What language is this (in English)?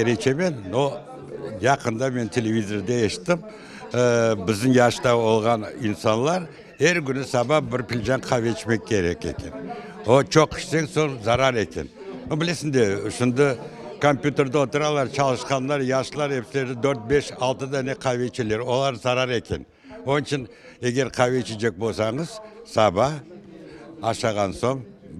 Crimean Tatar